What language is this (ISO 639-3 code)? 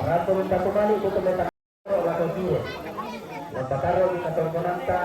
sda